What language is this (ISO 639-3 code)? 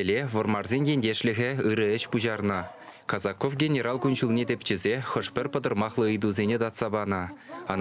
chv